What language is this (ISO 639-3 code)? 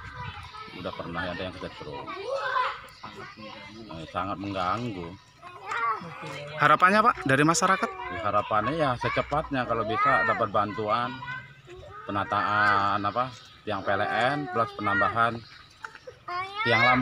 ind